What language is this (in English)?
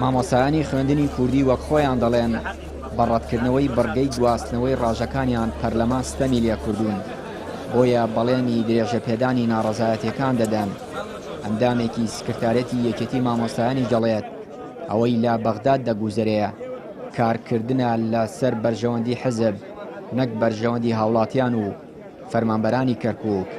Central Kurdish